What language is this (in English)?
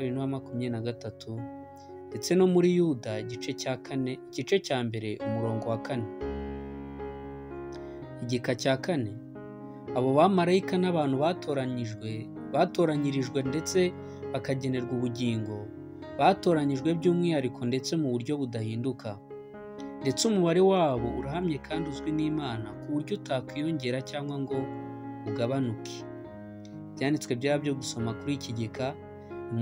Kinyarwanda